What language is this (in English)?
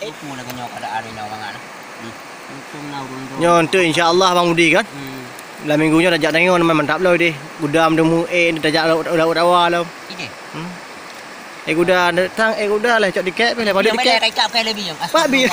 Achinese